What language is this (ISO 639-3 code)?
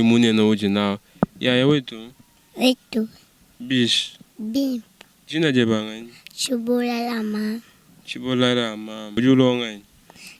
lua